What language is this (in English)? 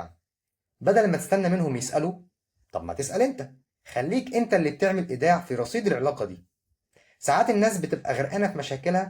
Egyptian Arabic